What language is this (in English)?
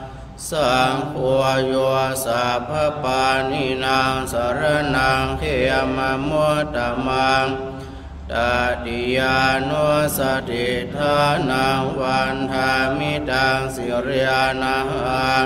Pali